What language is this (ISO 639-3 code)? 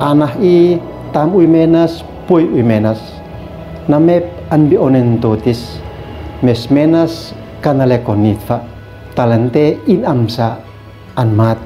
aoz